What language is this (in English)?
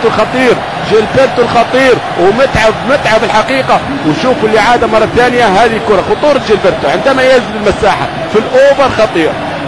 Egyptian Arabic